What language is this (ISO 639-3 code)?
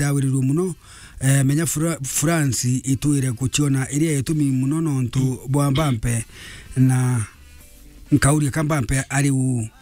mer